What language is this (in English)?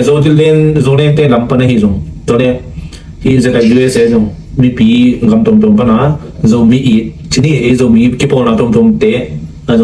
Tedim Chin